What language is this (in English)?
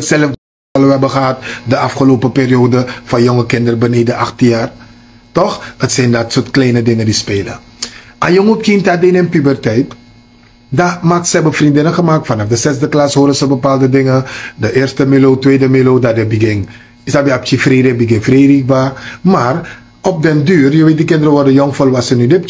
Sranan Tongo